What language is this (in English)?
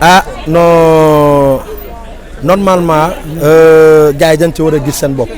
Wolof